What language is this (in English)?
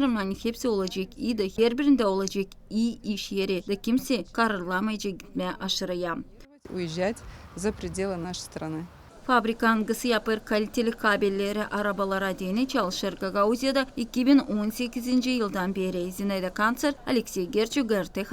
Gagauz